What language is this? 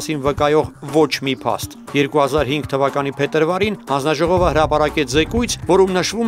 Armenian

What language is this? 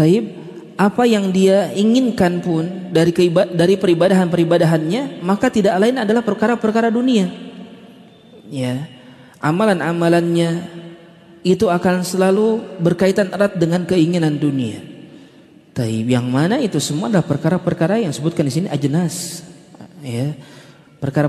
Indonesian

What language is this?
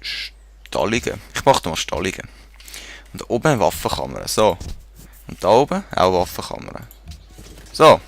Swiss German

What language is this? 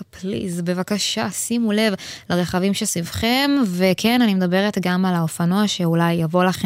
Hebrew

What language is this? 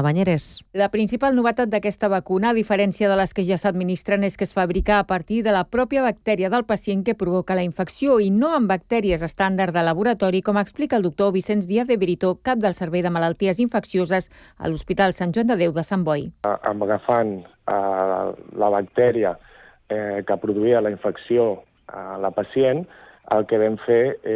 Catalan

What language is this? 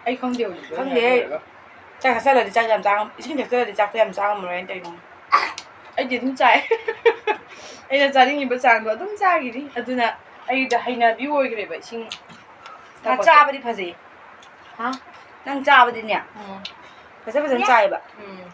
Manipuri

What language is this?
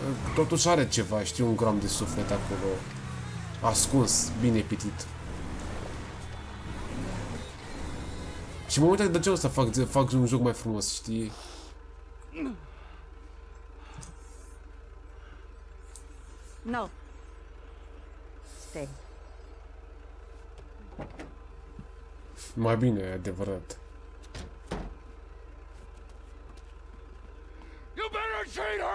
Romanian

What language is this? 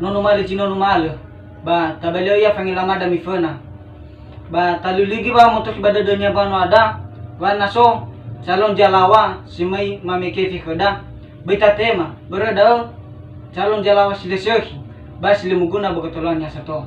Nias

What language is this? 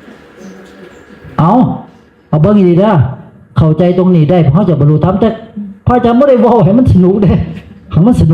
Northeastern Thai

